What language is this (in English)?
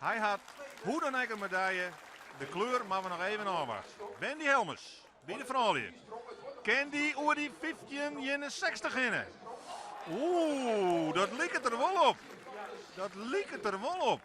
Western Frisian